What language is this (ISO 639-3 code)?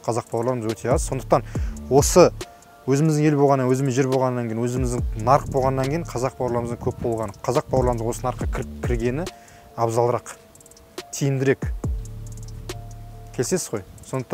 kaz